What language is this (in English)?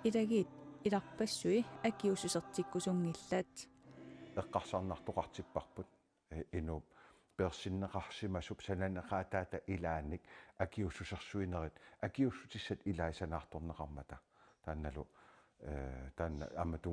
Kalaallisut